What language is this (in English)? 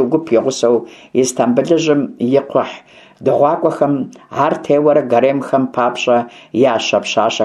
Kabardian